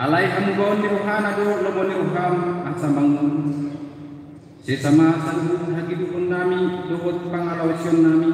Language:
Batak Toba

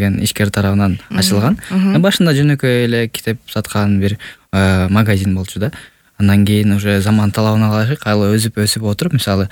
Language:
Kyrgyz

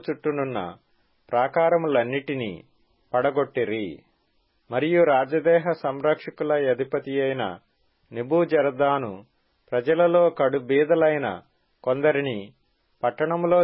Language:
Telugu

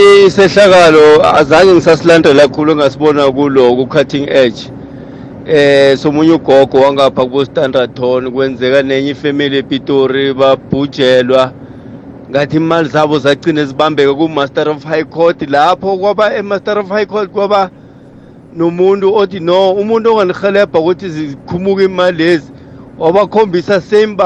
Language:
South Ndebele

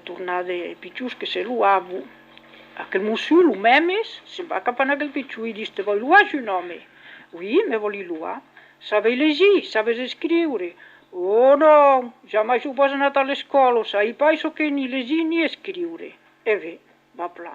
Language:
Occitan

